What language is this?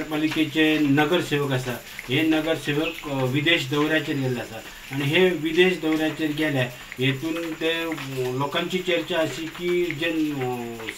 Konkani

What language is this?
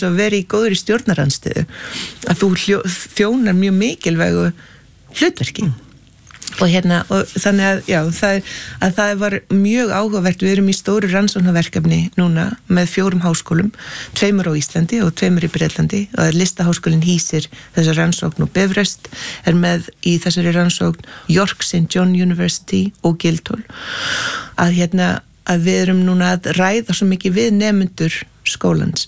Icelandic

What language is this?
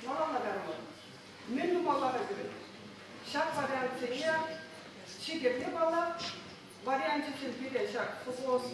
Chuvash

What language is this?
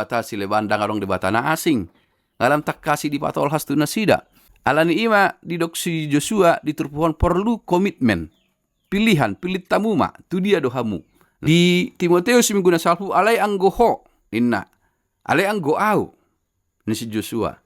Batak Toba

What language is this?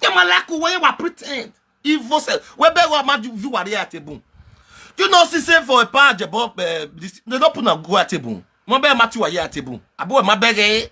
Nigerian Pidgin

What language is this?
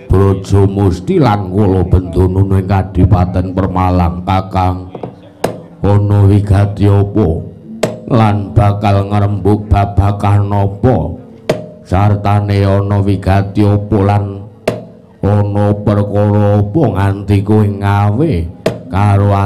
Javanese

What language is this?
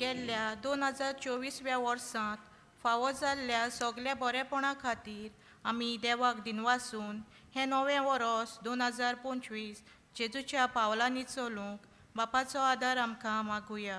Konkani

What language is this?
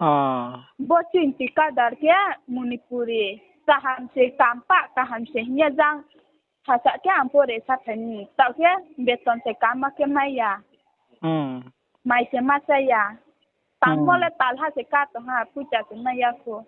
Riang (India)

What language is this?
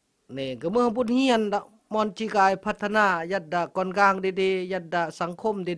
Khmu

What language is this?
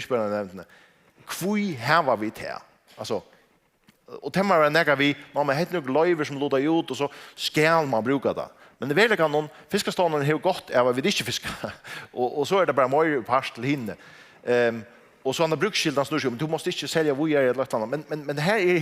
Faroese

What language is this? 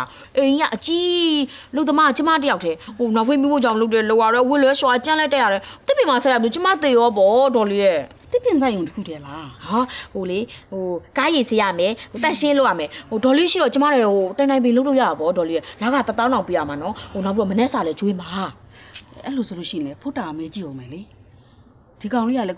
Burmese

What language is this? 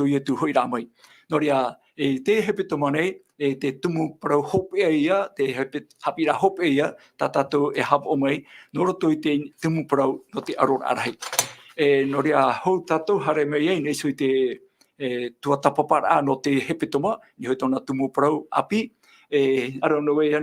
Tahitian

